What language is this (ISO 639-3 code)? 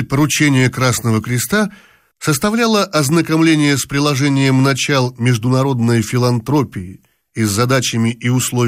rus